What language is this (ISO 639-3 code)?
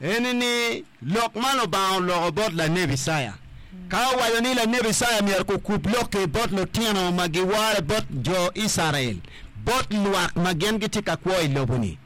ach